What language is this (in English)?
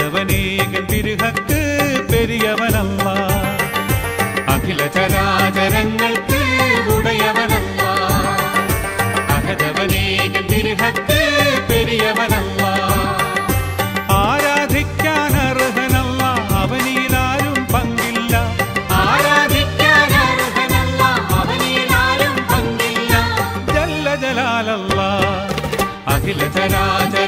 Malayalam